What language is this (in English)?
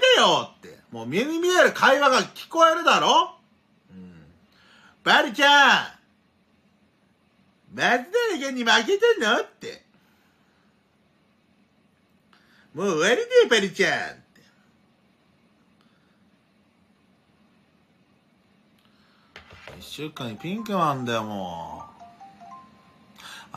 Japanese